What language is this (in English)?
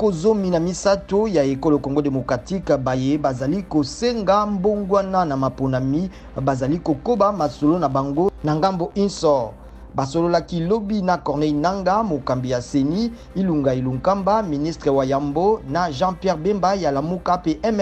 Lingala